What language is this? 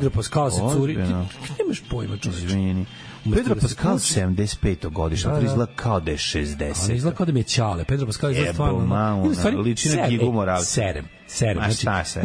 Serbian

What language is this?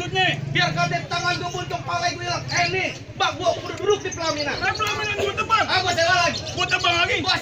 Betawi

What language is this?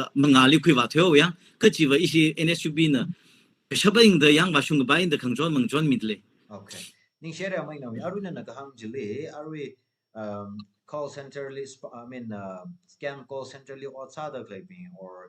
Tangkhul Naga (India)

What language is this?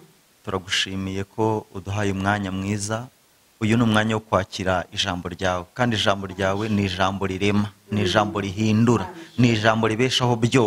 Kinyarwanda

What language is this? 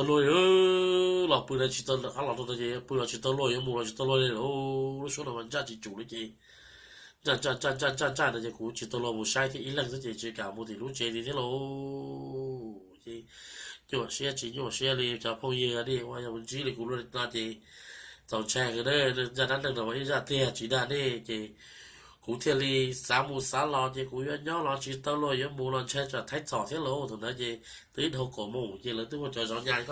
Hmong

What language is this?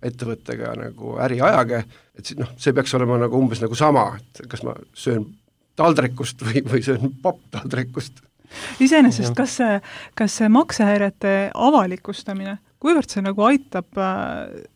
Estonian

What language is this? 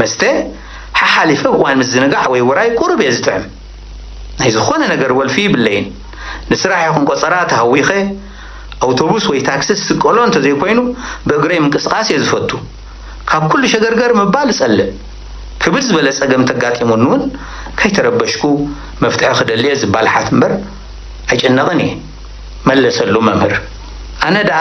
Tigrinya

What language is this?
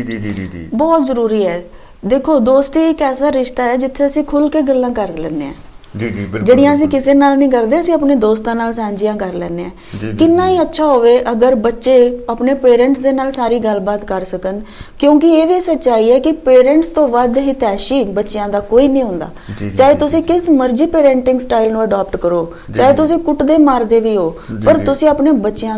Punjabi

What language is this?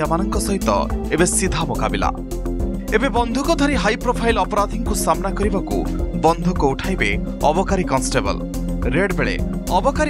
Odia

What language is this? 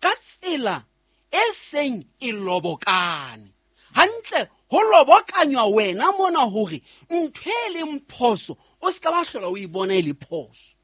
Southern Sotho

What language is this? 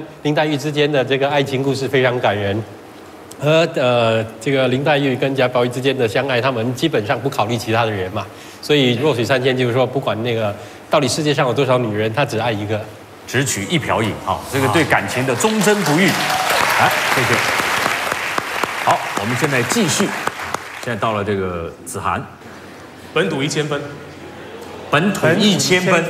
Chinese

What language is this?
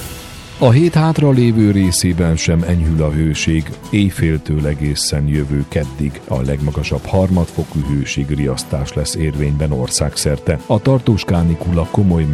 Hungarian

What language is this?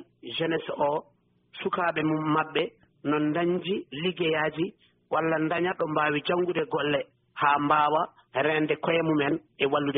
Fula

